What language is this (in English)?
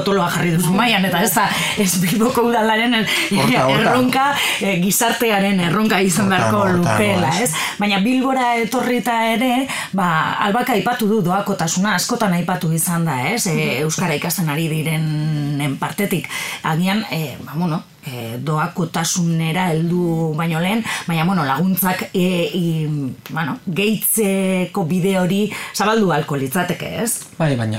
Basque